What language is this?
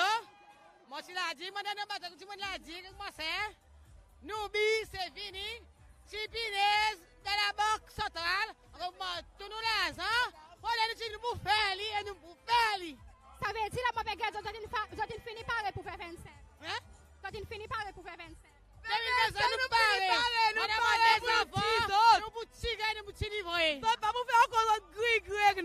Seselwa Creole French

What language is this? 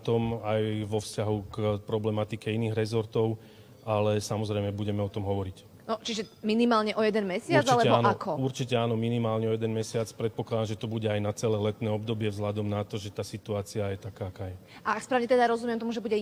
Slovak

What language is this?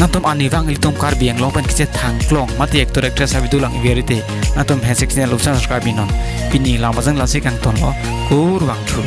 Karbi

